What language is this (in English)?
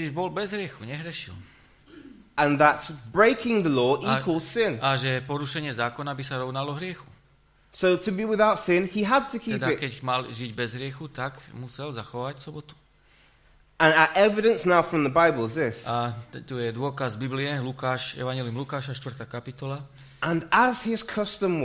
Slovak